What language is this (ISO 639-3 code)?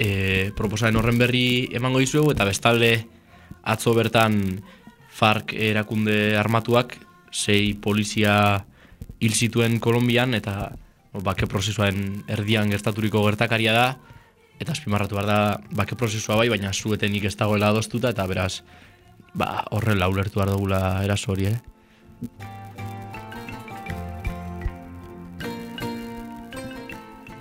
eus